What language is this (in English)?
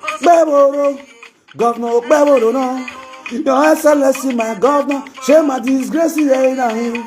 Nigerian Pidgin